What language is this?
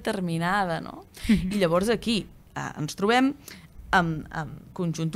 Catalan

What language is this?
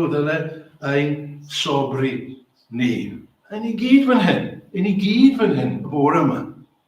Welsh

